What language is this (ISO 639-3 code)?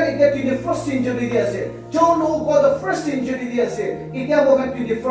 nag